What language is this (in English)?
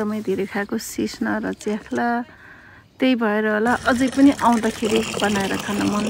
Nepali